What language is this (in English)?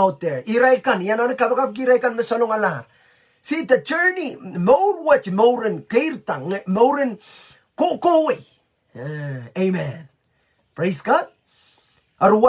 Pohnpeian